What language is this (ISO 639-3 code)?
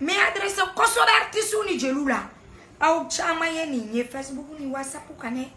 bam